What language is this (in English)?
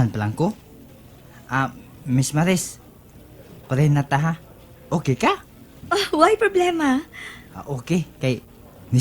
Cebuano